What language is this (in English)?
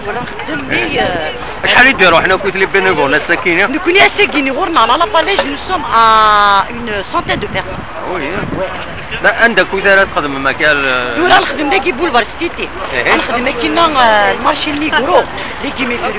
Kabyle